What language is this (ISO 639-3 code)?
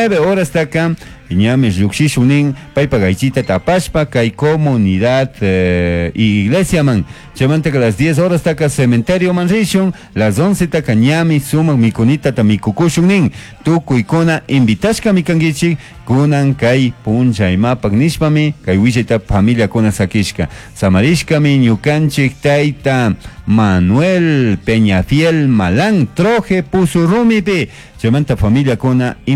qug